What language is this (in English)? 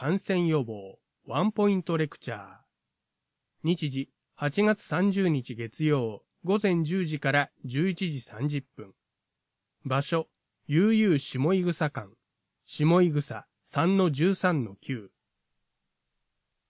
Japanese